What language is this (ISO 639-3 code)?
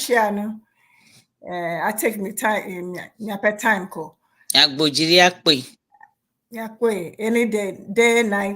ewe